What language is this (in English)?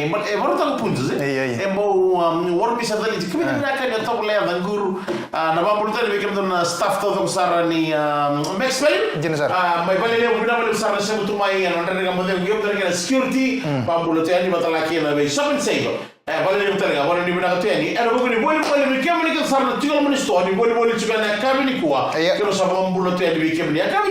Fijian